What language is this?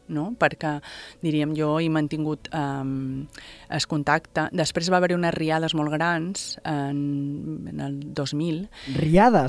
Catalan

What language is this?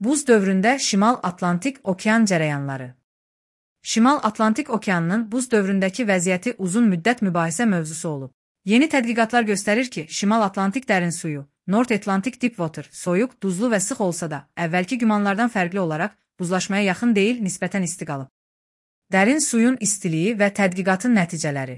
Azerbaijani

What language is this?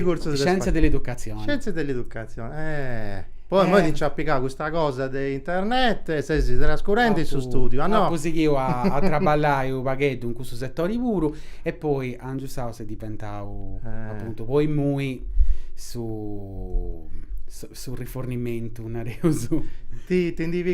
Sardinian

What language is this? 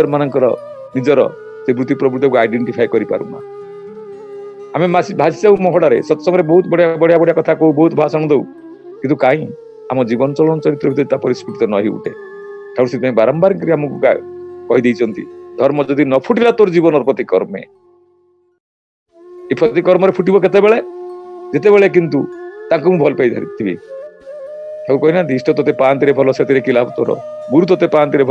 Odia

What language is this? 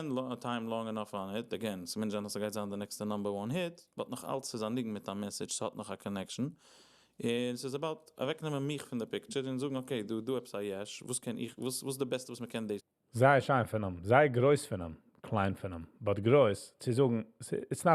Yiddish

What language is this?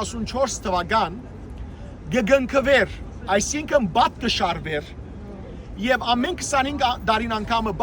Western Armenian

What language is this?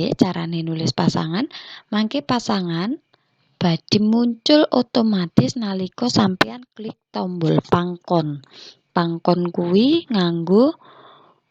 Javanese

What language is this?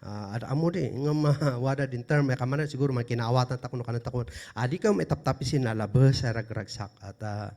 Kankanaey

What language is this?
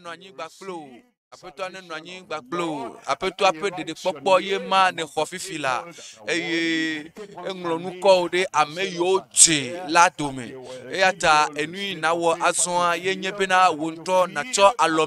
Ewe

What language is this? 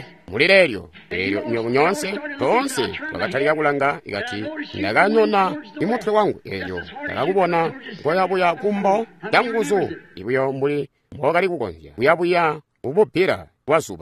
Tonga (Zambia)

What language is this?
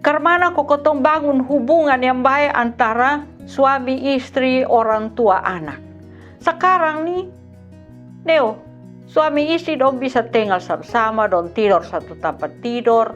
Kupang Malay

